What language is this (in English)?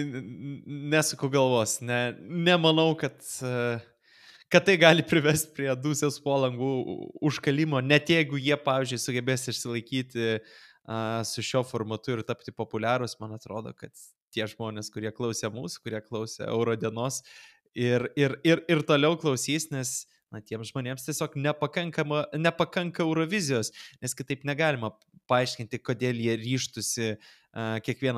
Lithuanian